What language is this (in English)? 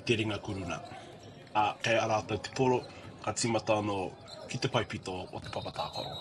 Māori